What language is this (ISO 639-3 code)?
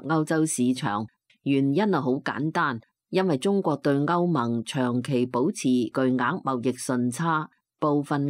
yue